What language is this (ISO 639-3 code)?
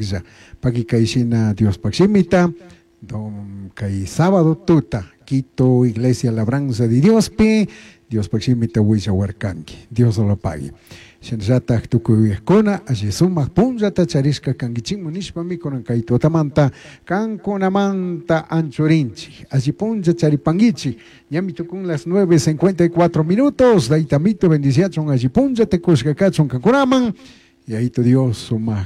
qug